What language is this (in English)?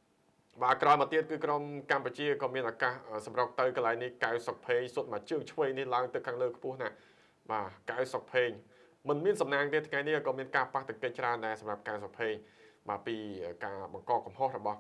Khmer